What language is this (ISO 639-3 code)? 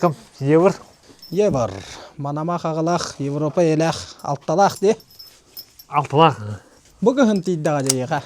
sah